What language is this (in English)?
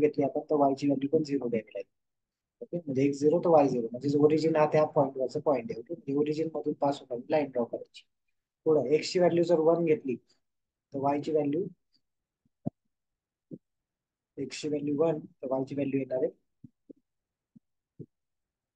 Marathi